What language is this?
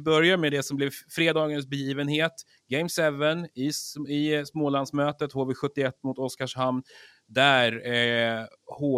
Swedish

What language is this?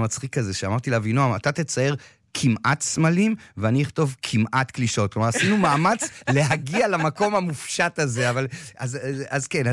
Hebrew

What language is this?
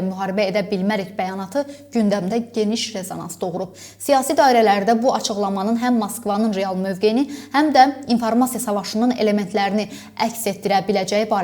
Azerbaijani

